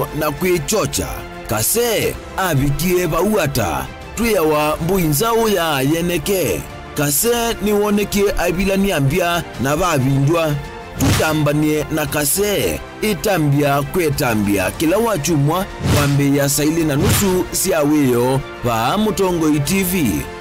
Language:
Kamba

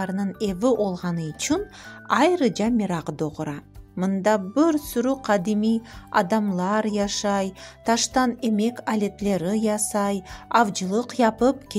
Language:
Crimean Tatar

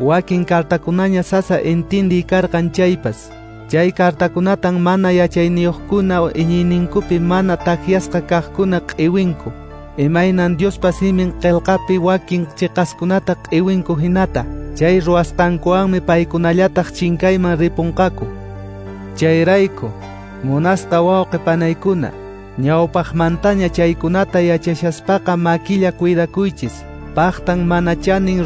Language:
Quechua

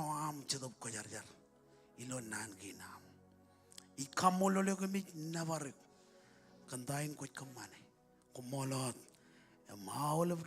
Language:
Marshallese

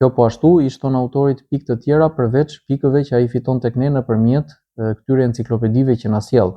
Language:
Albanian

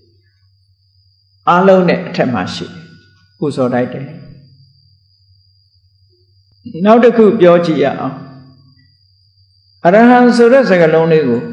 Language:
Burmese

